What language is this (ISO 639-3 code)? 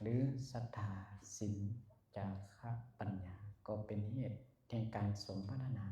lao